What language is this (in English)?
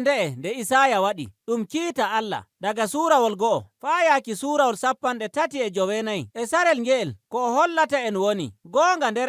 Nigerian Fulfulde